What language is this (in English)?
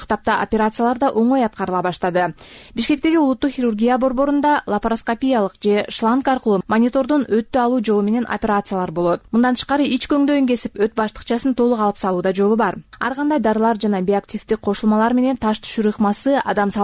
Kyrgyz